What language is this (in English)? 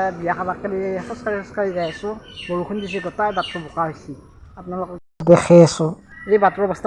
Assamese